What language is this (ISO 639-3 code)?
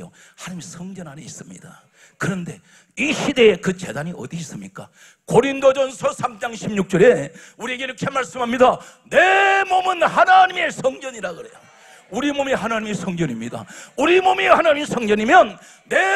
kor